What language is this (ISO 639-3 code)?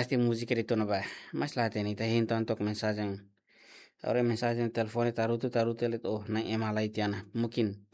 tet